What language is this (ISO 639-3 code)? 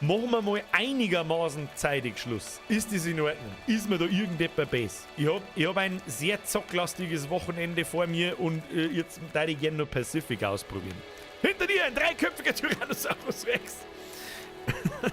bar